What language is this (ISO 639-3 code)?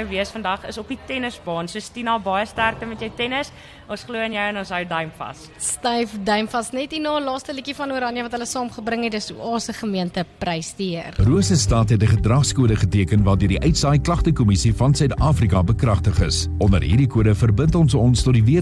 afr